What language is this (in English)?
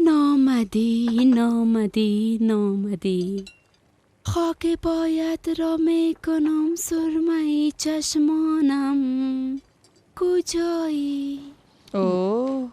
Persian